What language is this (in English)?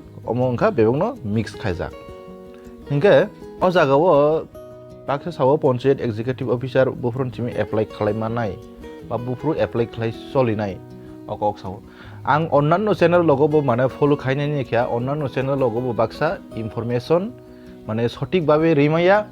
Kok Borok